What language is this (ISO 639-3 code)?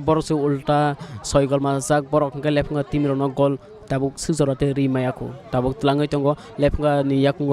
trp